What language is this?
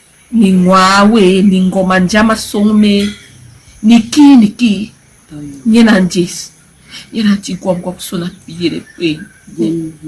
Basaa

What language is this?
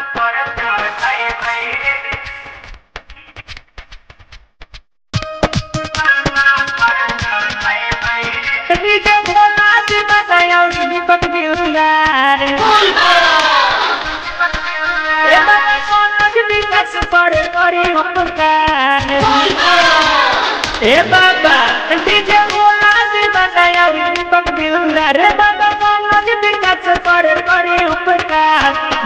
Bhojpuri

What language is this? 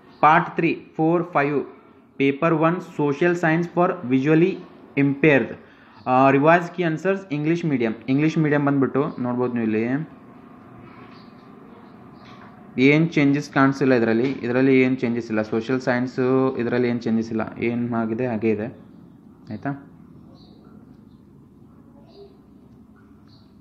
Kannada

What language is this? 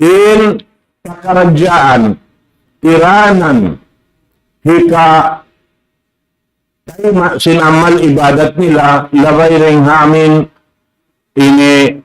Tausug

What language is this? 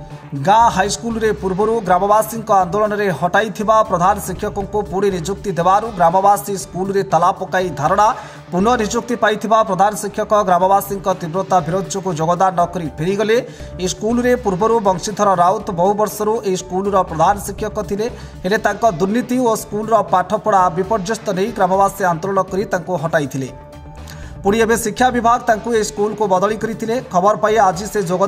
Odia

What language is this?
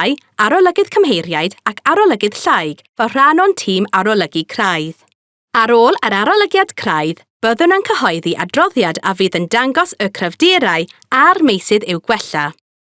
Welsh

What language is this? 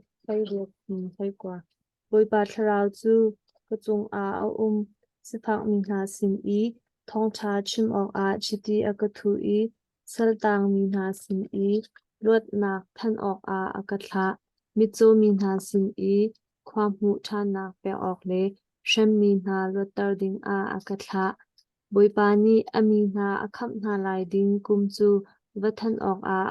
Hakha Chin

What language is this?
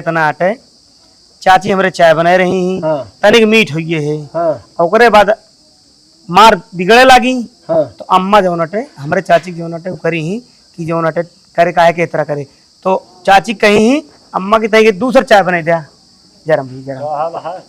Awadhi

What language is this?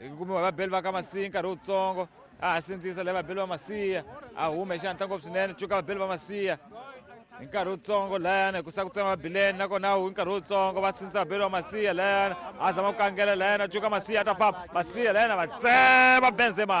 Tsonga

